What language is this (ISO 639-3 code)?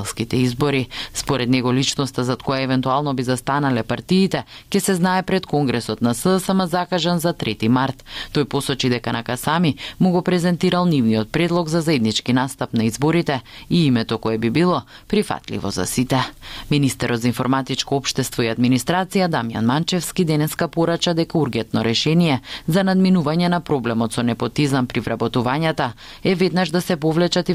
mkd